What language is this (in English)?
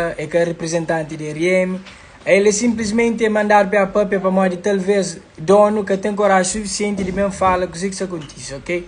Kabuverdianu